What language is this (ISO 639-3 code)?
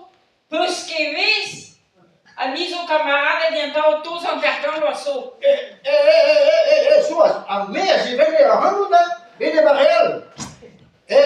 bre